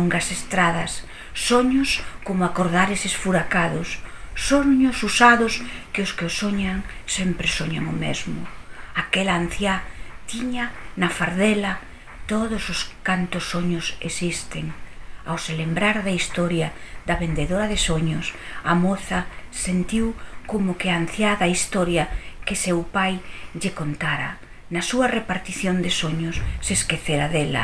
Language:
Galician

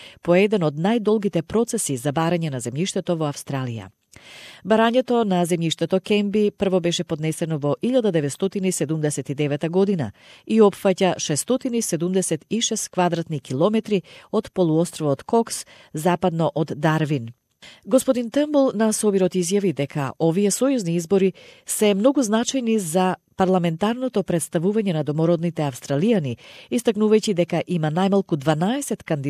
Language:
Macedonian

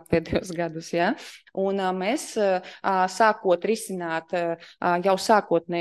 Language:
Latvian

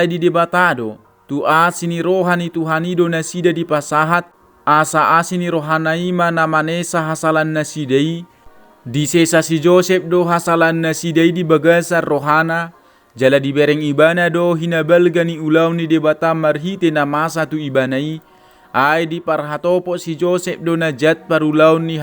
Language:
Batak Toba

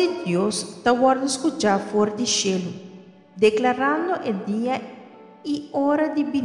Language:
Papiamento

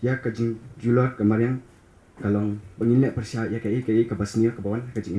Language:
Khasi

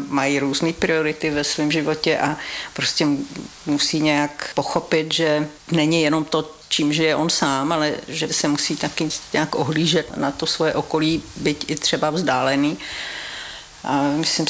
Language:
Czech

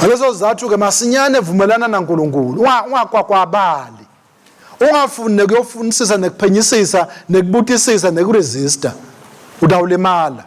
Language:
Swati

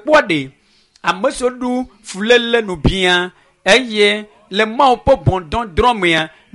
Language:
Ewe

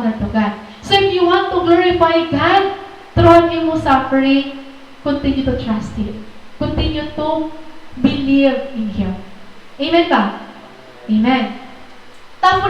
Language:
Waray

